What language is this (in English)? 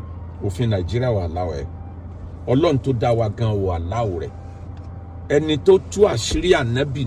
Yoruba